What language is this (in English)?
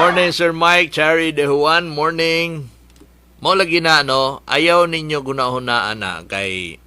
Cebuano